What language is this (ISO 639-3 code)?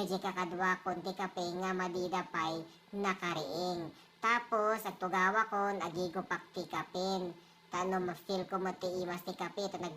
ilo